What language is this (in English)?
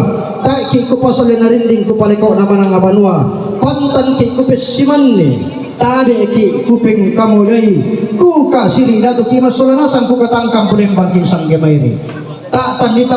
Toraja-Sa'dan